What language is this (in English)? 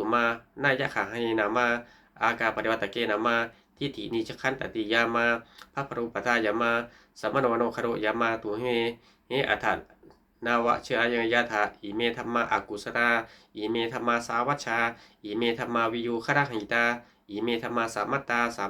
Pali